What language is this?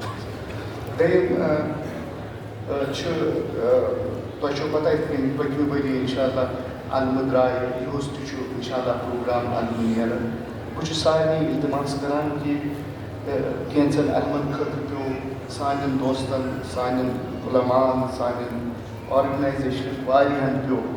Kashmiri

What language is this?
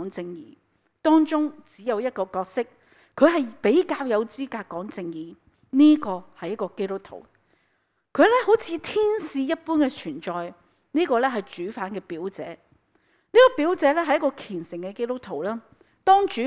Cantonese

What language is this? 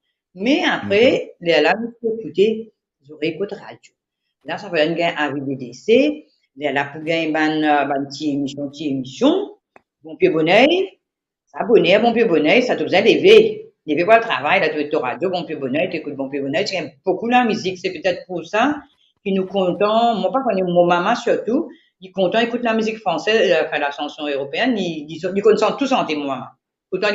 Morisyen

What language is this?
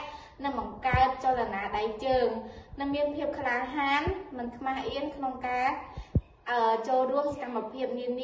Khmer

